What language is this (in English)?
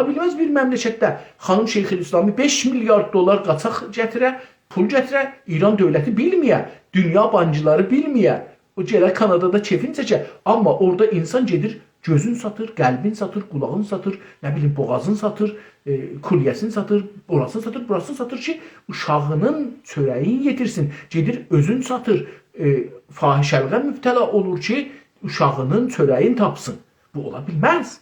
South Azerbaijani